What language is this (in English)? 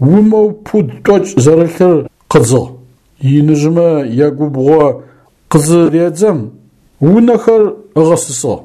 Adyghe